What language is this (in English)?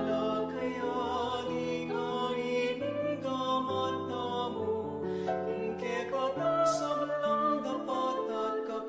Pampanga